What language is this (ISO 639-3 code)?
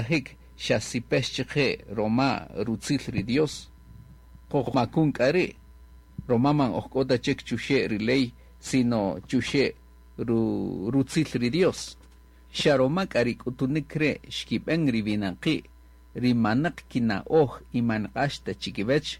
cak